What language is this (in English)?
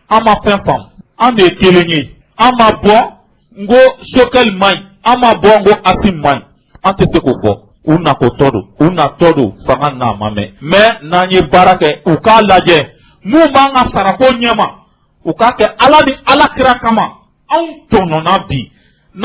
Bambara